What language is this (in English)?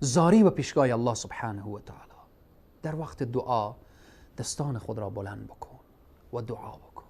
Persian